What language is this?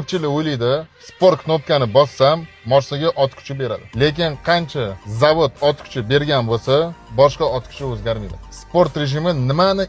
Uzbek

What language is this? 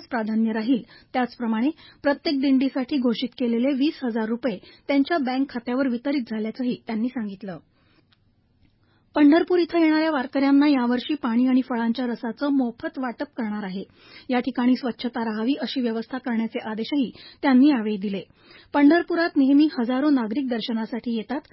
Marathi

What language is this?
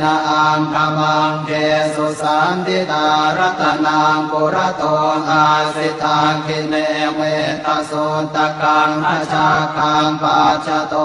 Pali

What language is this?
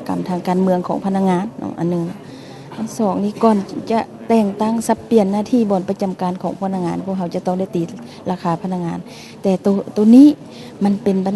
Lao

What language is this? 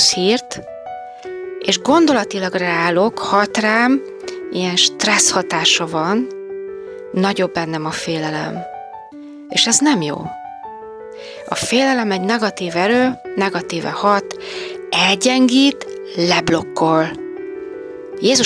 Hungarian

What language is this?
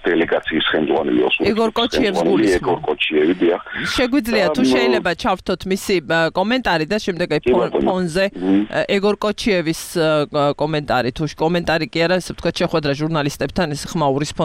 Georgian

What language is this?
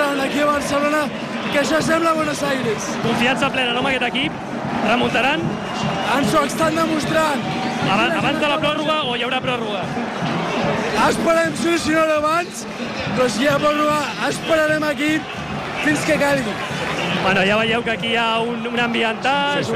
Catalan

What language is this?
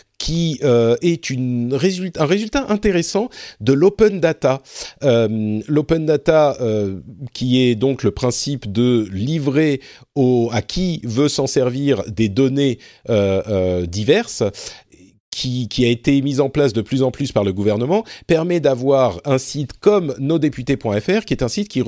French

